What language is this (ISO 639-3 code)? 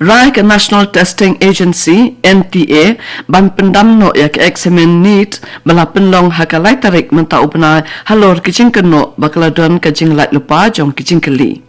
kha